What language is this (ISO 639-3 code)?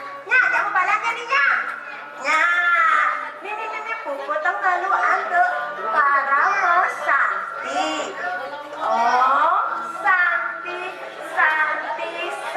ban